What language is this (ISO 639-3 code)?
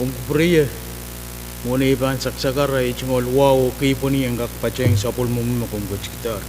pon